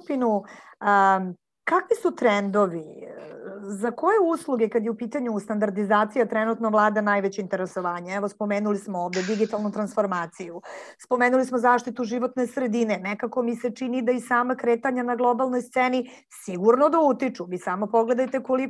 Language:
Serbian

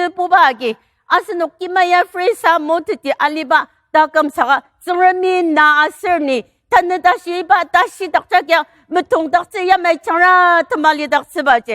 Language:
Ao Naga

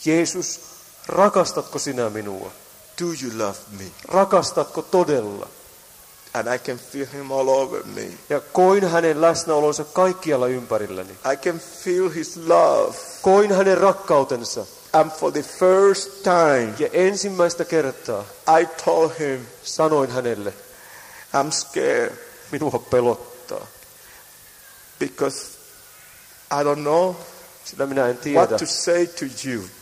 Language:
Finnish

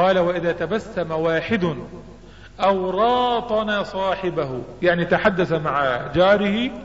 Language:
Arabic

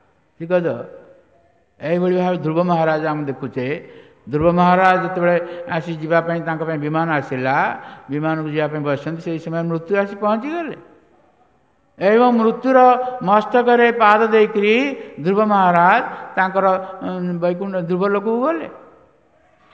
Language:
Odia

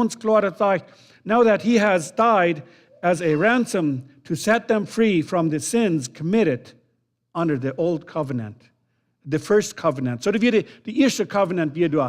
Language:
Plautdietsch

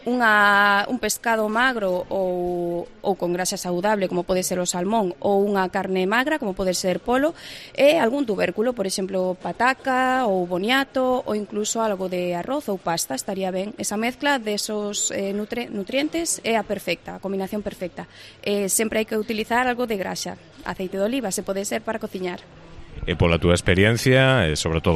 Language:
Galician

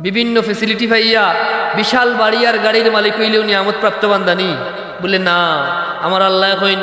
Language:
Sylheti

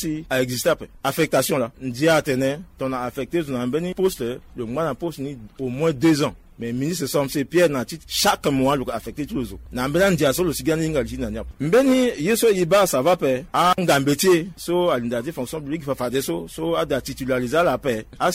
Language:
Sango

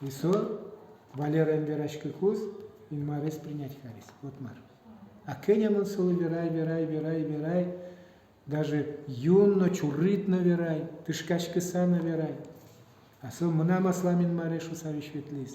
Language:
Udmurt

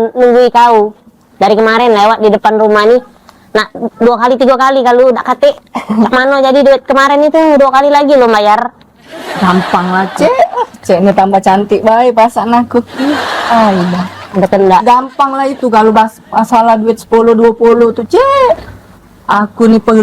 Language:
Musi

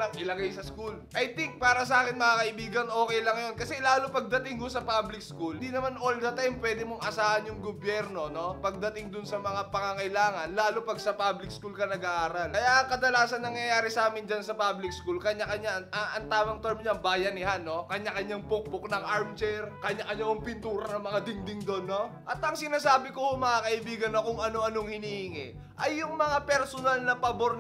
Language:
Filipino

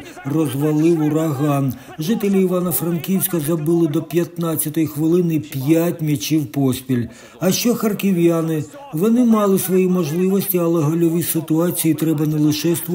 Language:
Ukrainian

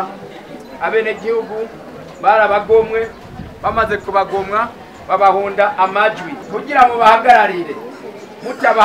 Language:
Rundi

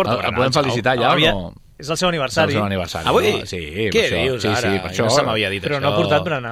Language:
Catalan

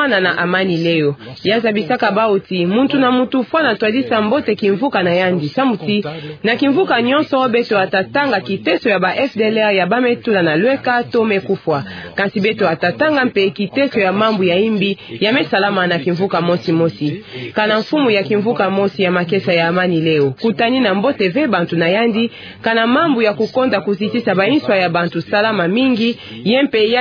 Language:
Kituba (Democratic Republic of Congo)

